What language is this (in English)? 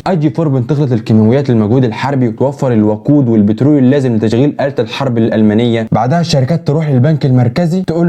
Egyptian Arabic